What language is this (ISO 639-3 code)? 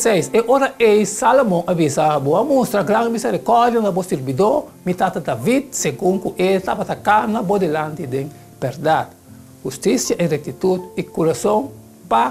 pap